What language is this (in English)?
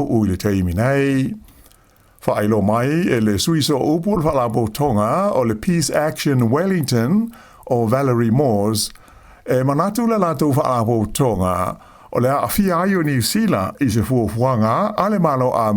Samoan